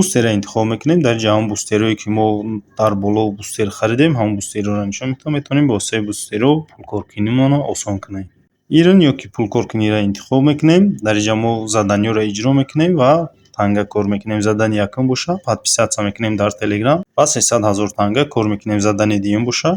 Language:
Tajik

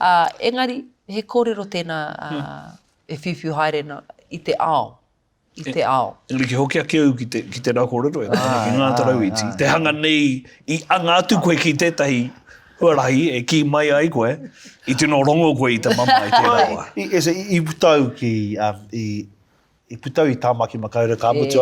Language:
Māori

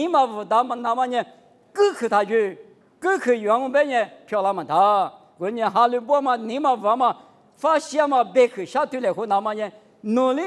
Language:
Lisu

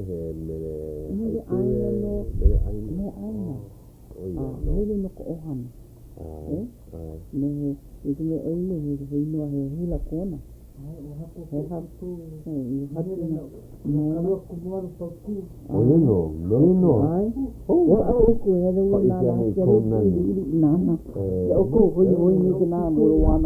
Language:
Hawaiian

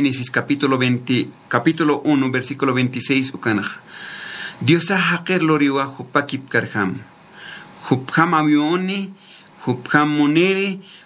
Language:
Aymara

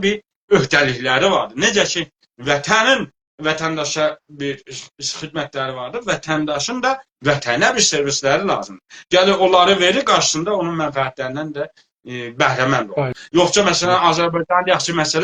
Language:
South Azerbaijani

